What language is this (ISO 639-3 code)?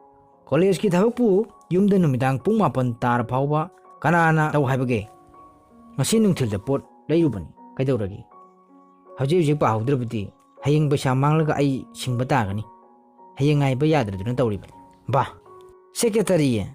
mni